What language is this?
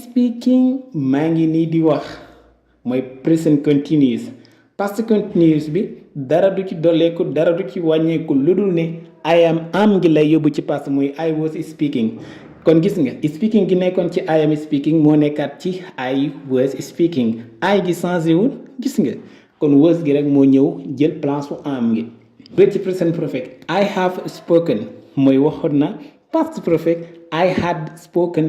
Wolof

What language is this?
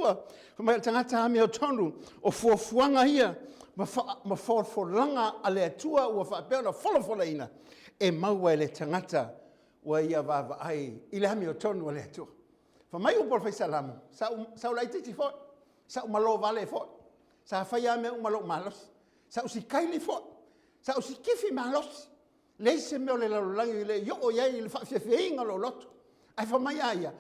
Samoan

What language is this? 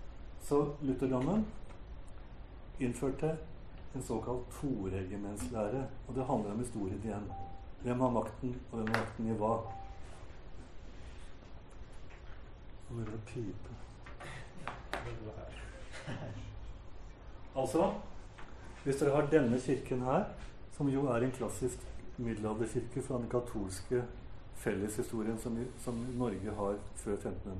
Norwegian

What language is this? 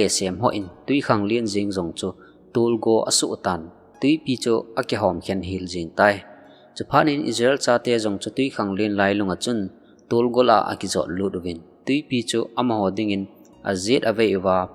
Thado Chin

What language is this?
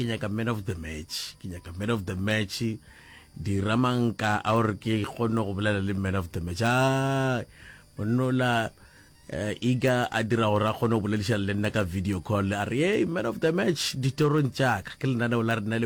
Northern Sotho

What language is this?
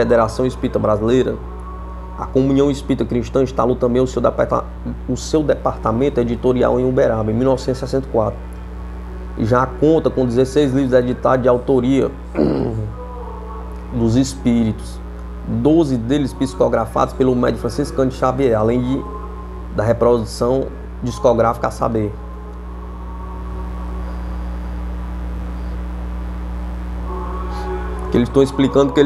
Portuguese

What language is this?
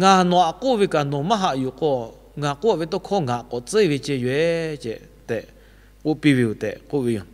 Lahu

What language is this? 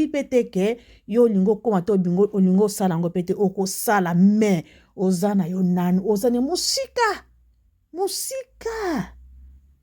Lingala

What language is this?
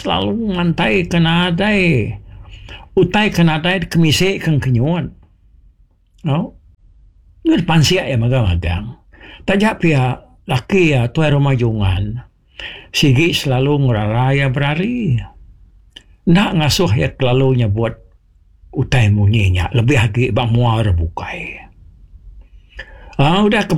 Iban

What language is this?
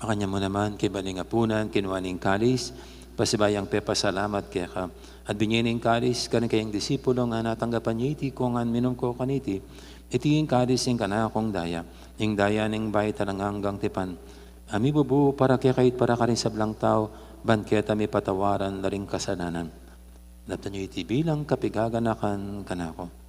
Pampanga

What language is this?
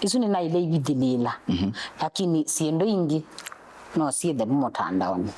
Kamba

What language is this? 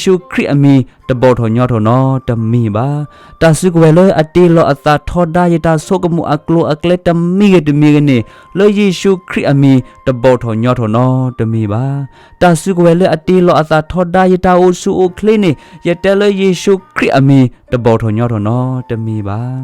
S'gaw Karen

